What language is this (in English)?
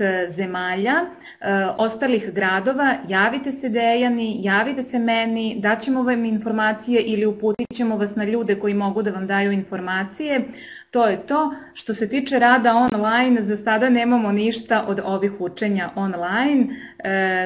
Serbian